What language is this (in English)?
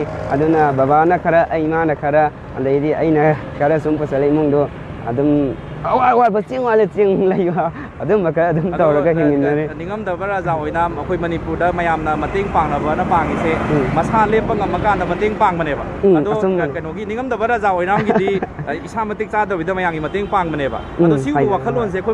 Manipuri